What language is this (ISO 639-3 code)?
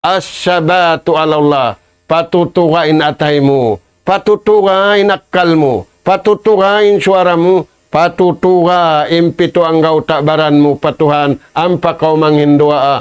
tsg